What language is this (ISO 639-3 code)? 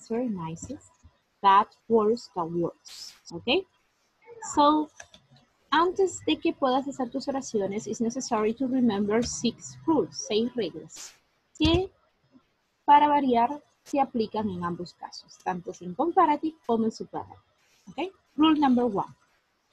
spa